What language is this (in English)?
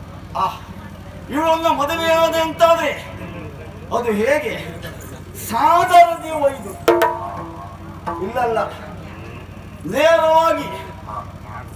Kannada